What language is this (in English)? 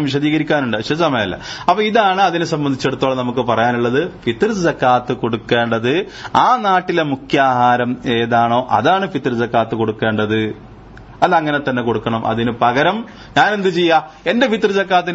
Malayalam